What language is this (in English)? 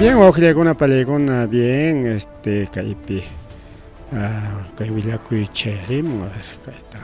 Ayacucho Quechua